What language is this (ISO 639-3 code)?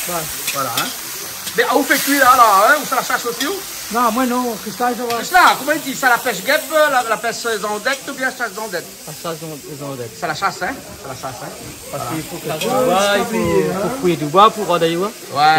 rcf